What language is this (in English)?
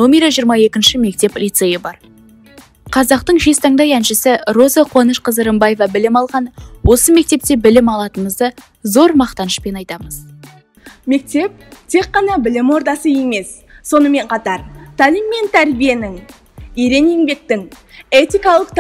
Kazakh